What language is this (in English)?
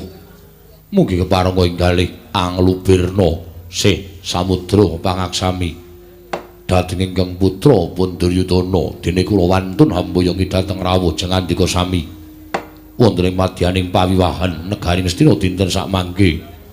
Javanese